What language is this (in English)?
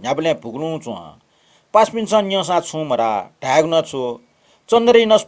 Newari